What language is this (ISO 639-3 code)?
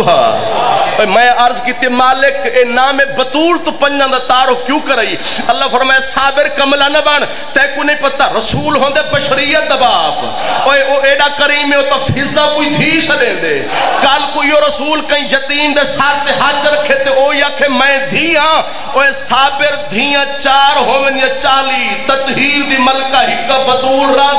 skr